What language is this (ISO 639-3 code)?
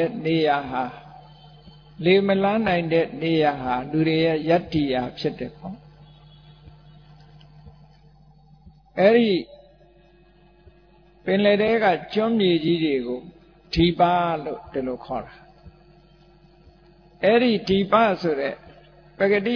mya